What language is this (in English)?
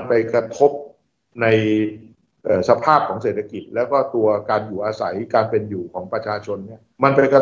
Thai